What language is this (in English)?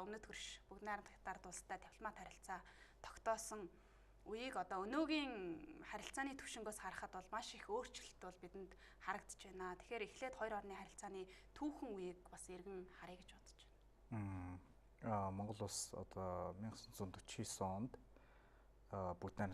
Mongolian